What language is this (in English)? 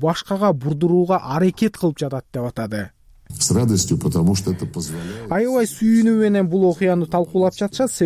Kyrgyz